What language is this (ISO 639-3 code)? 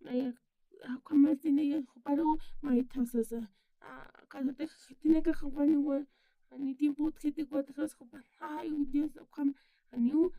aym